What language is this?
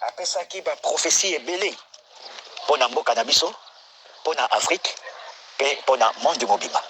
Lingala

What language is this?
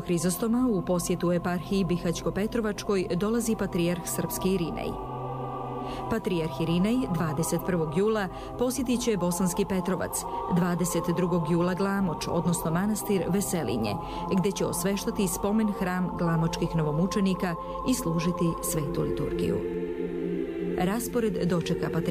Serbian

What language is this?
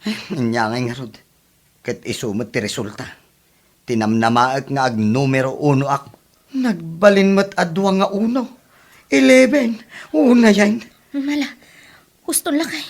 Iloko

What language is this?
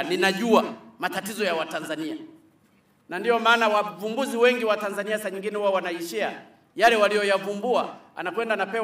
Swahili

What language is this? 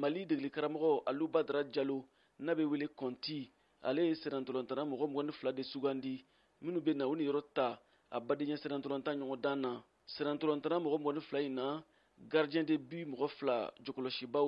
Bambara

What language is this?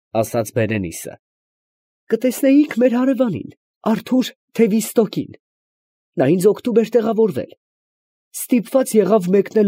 Armenian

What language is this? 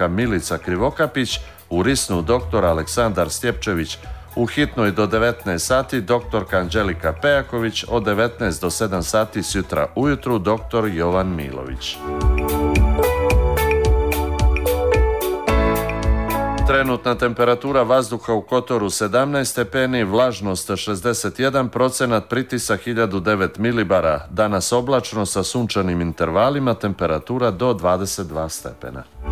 Serbian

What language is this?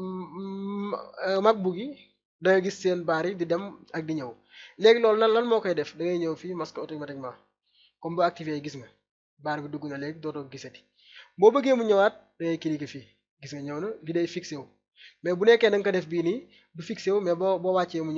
Wolof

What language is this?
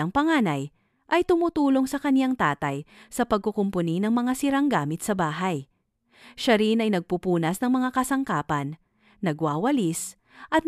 Filipino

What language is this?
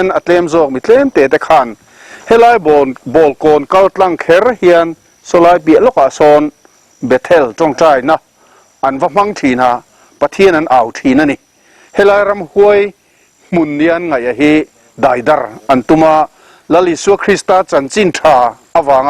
Mizo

